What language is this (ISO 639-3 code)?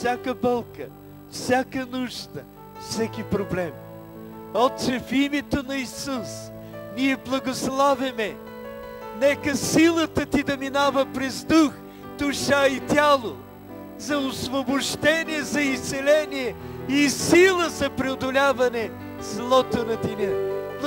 bul